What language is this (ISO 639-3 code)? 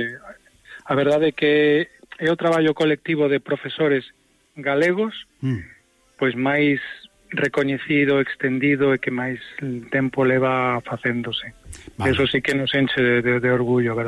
glg